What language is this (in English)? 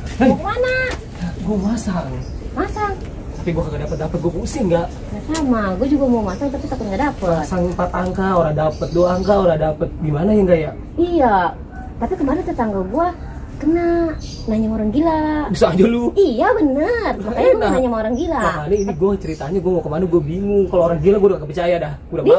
Betawi